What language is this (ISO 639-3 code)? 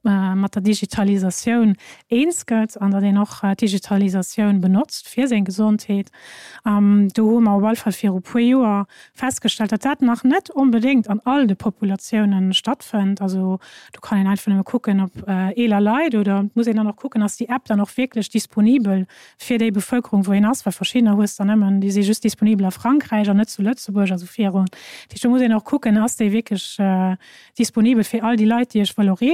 ltz